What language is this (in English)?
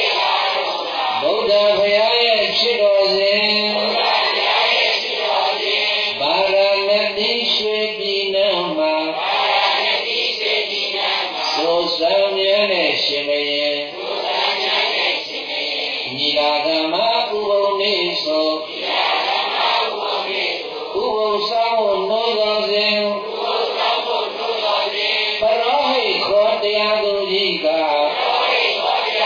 Burmese